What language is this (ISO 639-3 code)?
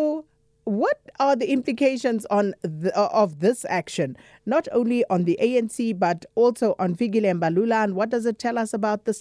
eng